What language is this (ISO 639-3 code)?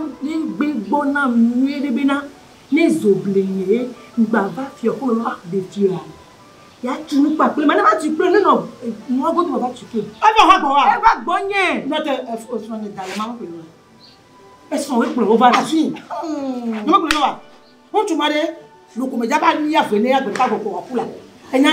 ewe